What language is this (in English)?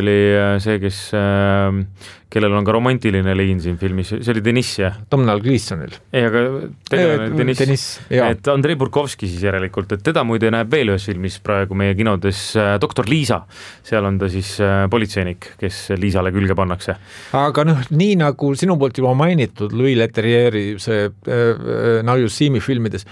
Estonian